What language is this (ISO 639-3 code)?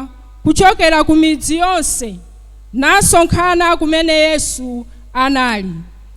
nya